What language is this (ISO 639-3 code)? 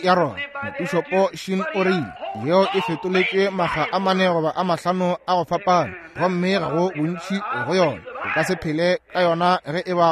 nso